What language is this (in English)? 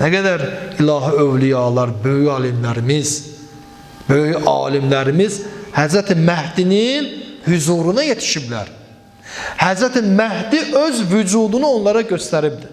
Azerbaijani